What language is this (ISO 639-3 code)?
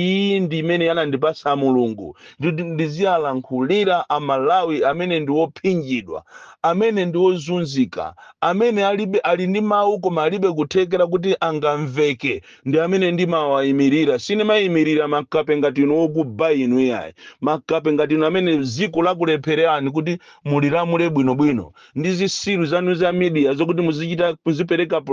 nya